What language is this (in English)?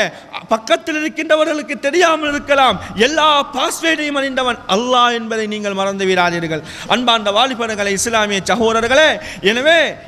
Tamil